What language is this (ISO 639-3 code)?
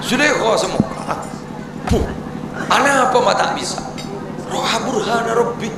mad